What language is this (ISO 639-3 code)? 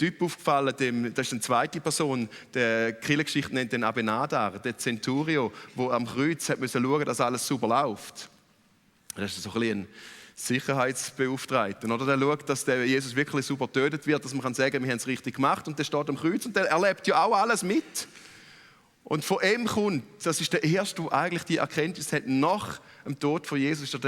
gsw